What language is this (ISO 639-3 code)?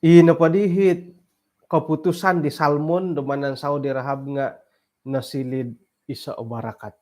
dtp